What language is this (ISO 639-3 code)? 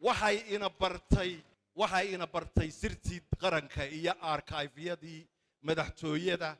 som